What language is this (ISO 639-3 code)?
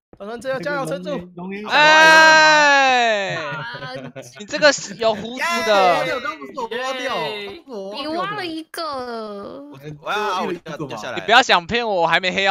zho